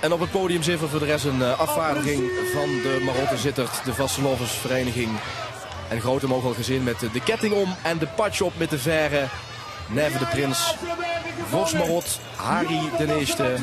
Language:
Limburgish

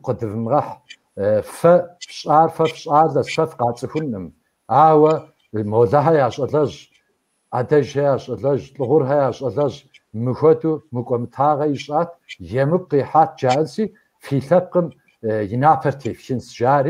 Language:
Kabardian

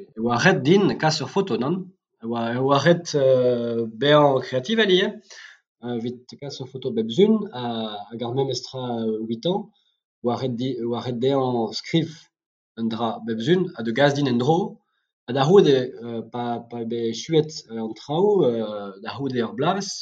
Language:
Breton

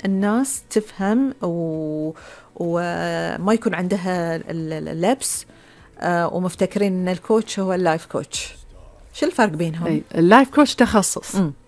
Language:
Gulf Arabic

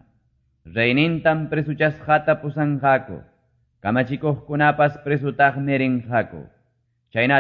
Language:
Quechua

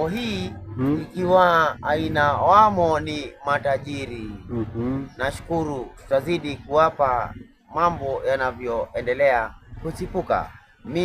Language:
Swahili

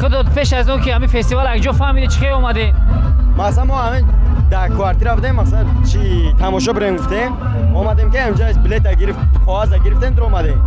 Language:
Tajik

